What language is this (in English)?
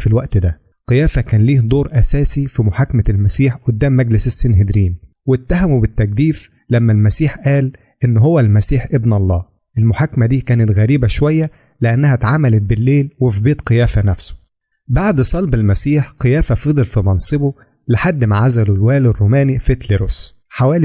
Egyptian Arabic